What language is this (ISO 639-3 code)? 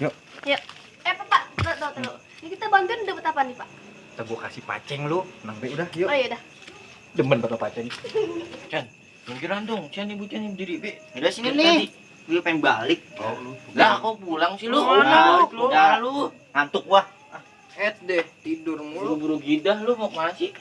bew